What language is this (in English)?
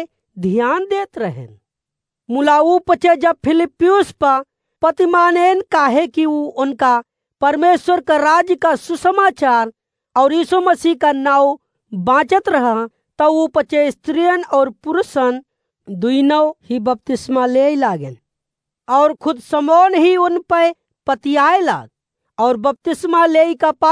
Awadhi